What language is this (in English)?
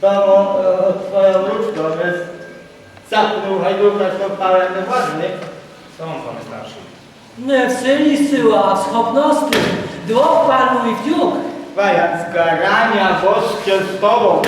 Rusyn